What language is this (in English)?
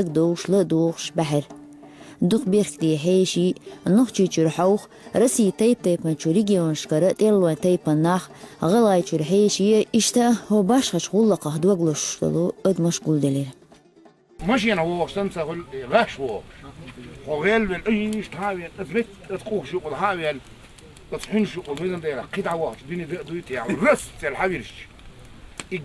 Chechen